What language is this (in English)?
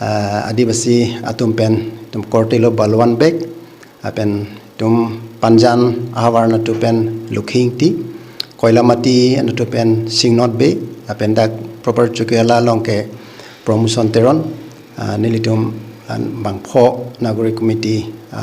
Karbi